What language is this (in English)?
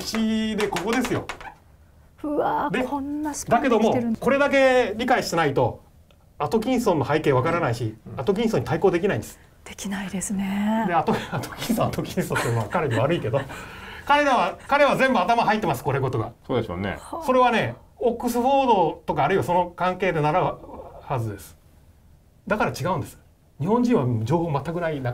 Japanese